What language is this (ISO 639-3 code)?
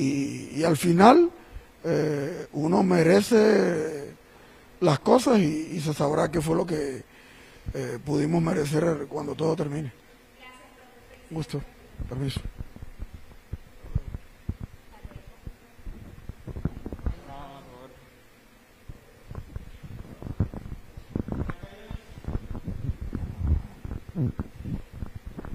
spa